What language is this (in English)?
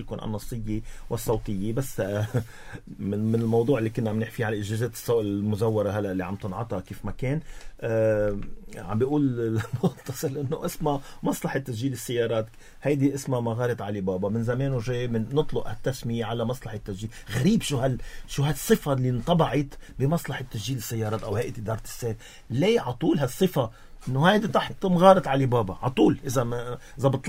North Levantine Arabic